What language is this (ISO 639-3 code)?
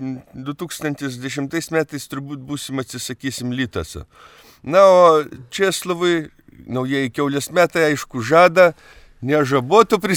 lit